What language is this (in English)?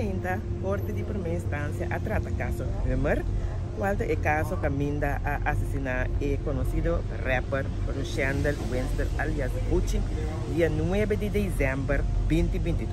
Papiamento